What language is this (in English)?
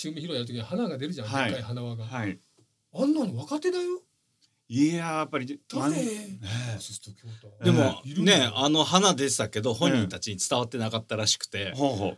Japanese